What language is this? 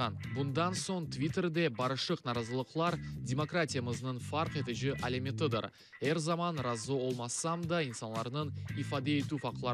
Crimean Tatar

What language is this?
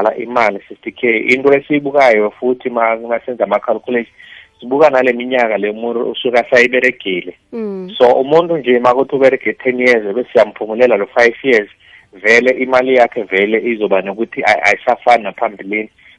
South Ndebele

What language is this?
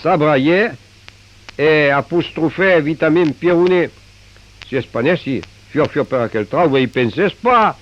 Occitan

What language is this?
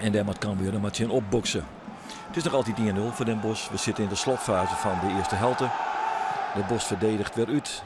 Western Frisian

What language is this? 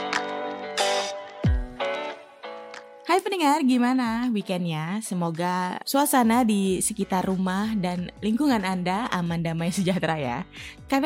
Indonesian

